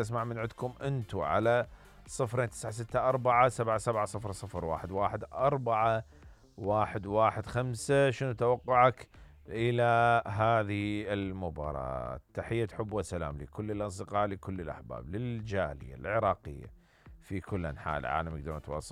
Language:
Mesopotamian Arabic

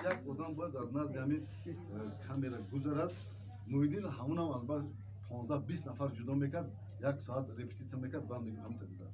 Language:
Tajik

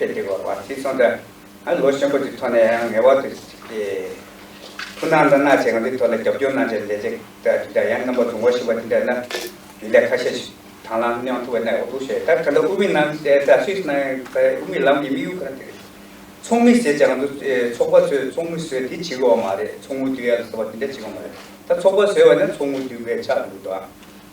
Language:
Tibetan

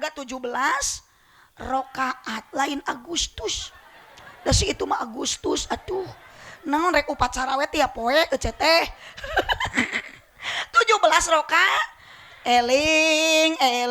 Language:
Sundanese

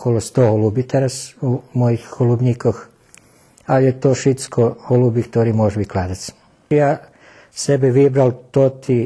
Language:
Rusyn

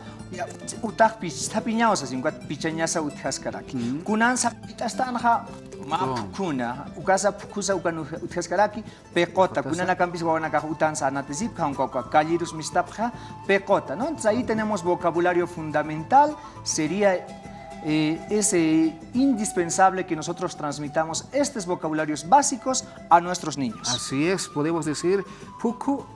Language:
Aymara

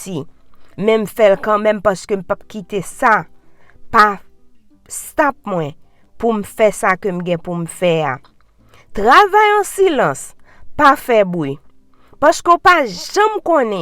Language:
Haitian Creole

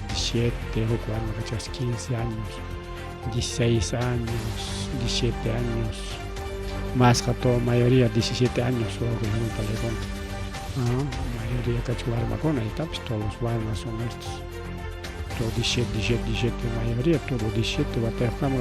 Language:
Ayacucho Quechua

